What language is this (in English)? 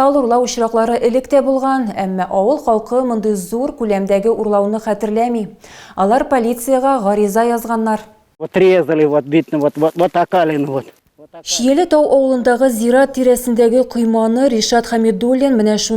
Tatar